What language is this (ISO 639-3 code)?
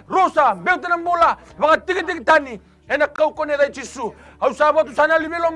fij